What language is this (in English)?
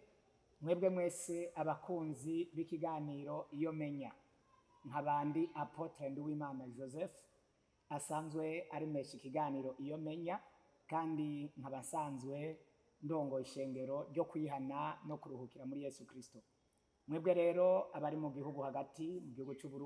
Rundi